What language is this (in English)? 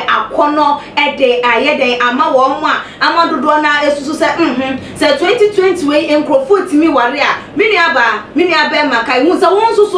Akan